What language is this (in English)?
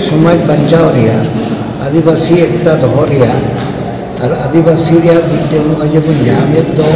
Santali